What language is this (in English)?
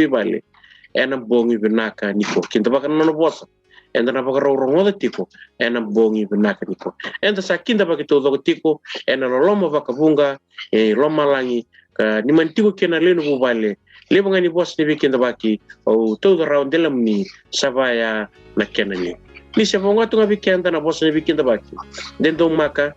Fijian